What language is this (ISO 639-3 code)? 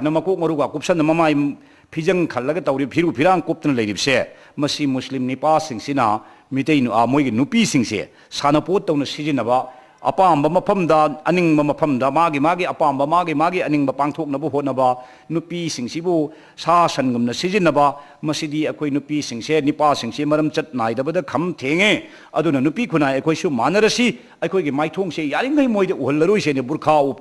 mni